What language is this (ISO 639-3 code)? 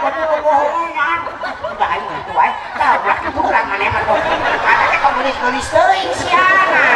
sun